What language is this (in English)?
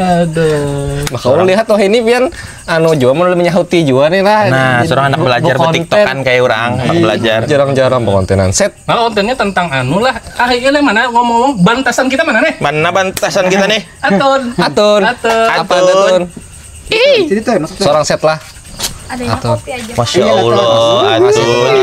Banjar